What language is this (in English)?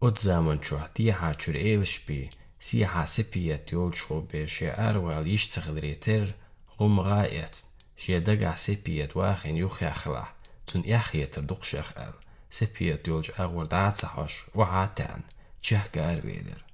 Chechen